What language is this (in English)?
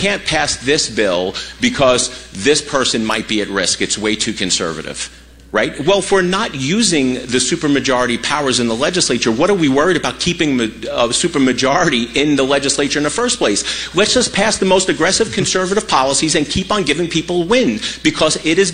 English